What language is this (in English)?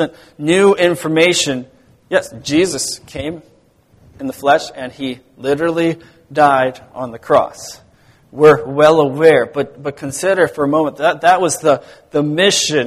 English